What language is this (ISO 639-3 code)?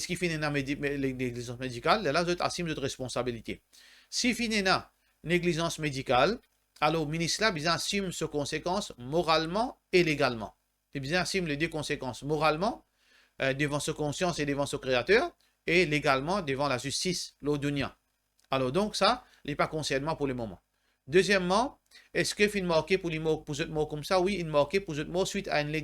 mfe